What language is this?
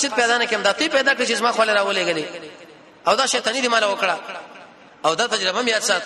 Pashto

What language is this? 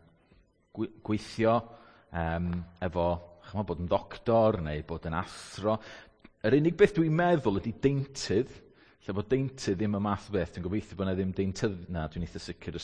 Welsh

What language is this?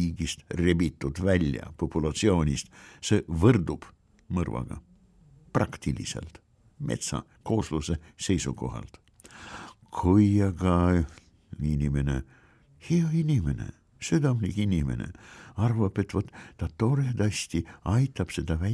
Estonian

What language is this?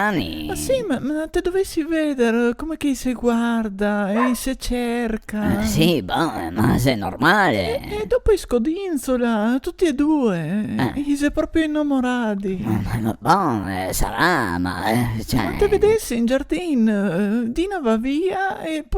Venetian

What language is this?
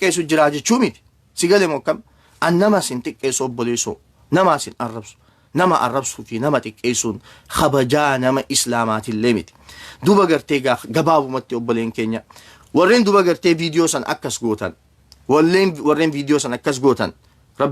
Oromo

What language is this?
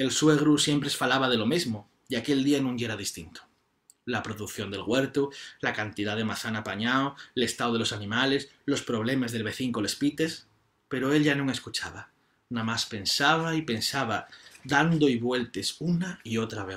Asturian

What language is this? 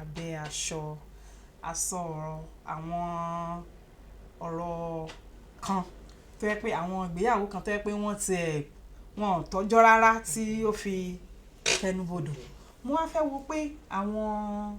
Yoruba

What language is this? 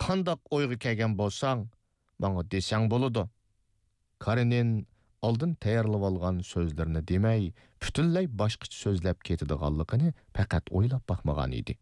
Uyghur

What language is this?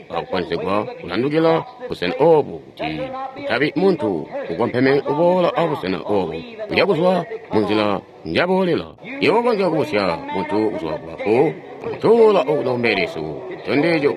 Tonga (Zambia)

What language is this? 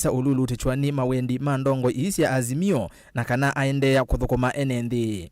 Kamba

